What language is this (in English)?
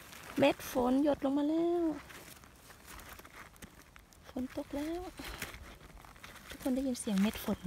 Thai